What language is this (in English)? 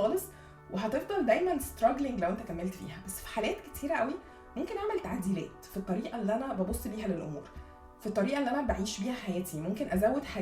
Egyptian Arabic